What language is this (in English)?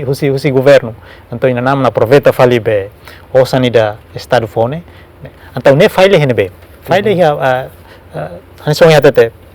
Tetum